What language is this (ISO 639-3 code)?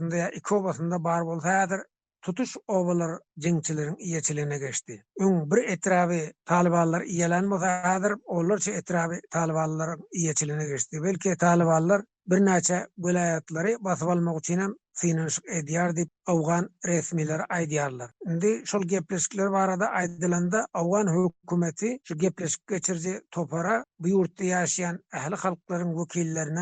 tuk